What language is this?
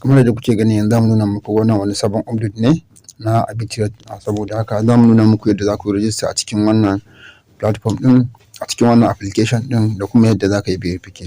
Hausa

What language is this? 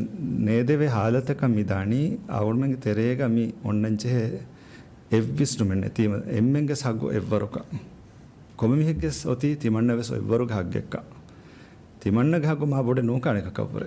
Divehi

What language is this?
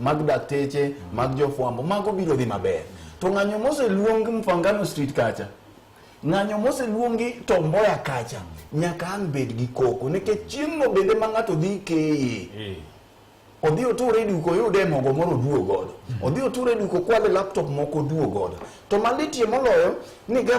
Luo (Kenya and Tanzania)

